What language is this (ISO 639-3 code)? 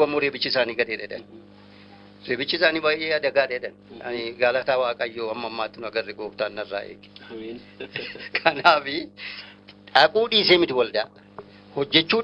orm